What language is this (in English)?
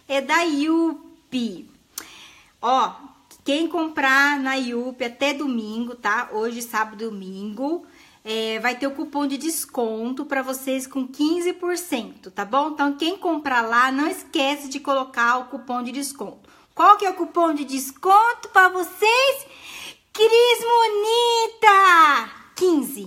Portuguese